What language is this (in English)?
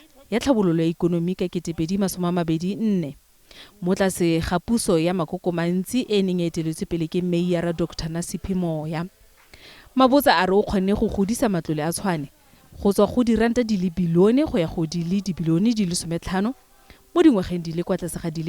Tswana